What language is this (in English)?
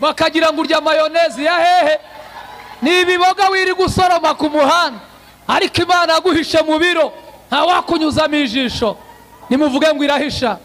Kinyarwanda